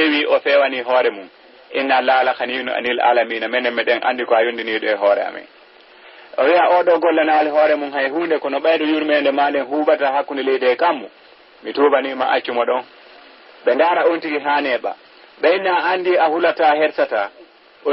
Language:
Fula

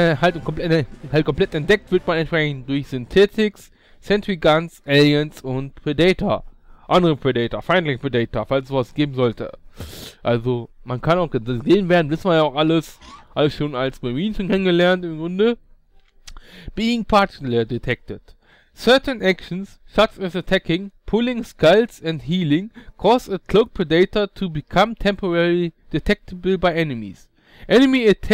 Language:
German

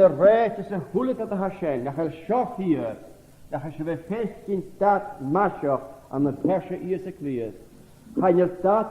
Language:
Scottish Gaelic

